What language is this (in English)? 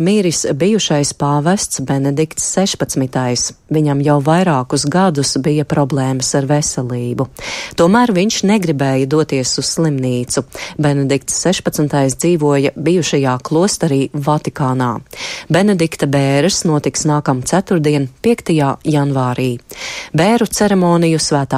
Latvian